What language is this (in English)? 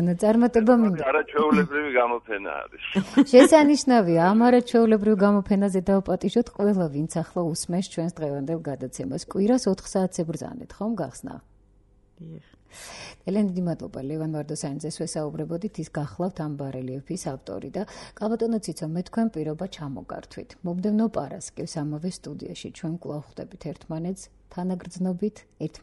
Georgian